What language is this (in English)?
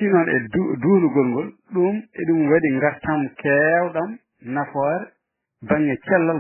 Fula